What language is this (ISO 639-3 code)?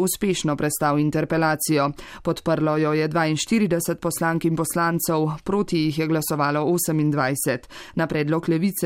slv